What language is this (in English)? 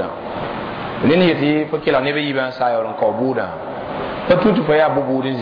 Mossi